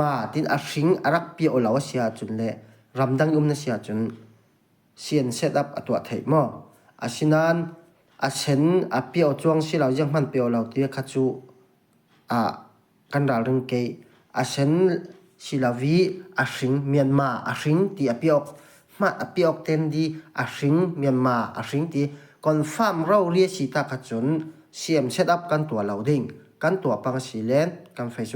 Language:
Falam Chin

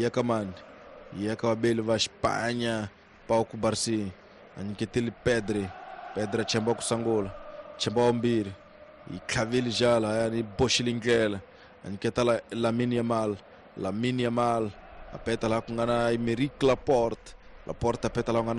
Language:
Tsonga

